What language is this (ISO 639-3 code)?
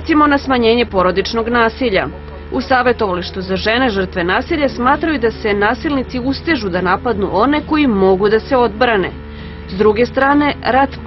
srp